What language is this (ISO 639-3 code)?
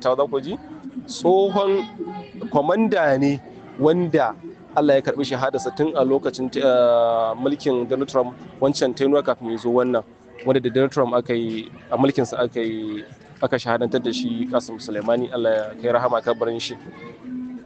hau